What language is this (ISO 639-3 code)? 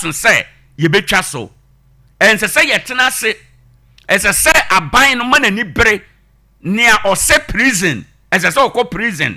aka